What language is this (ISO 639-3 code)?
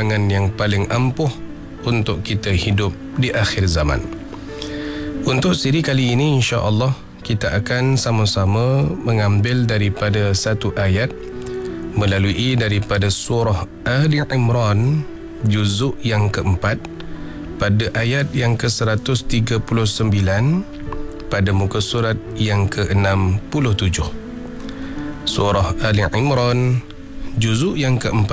msa